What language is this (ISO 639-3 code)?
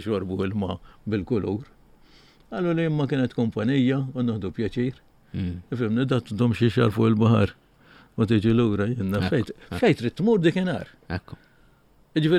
mlt